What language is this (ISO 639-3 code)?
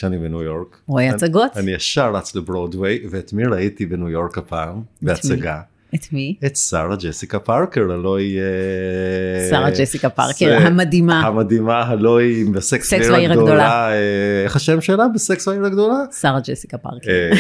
heb